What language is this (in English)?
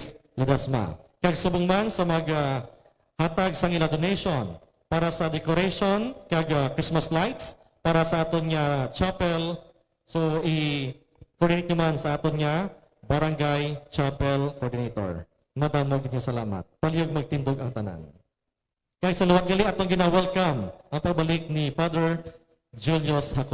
Hiligaynon